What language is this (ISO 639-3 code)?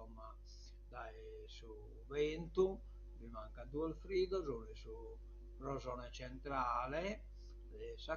srd